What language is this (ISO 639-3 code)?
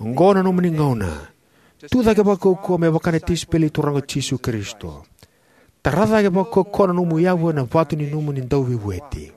fij